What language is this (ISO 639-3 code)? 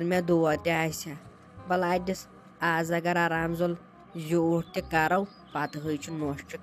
kas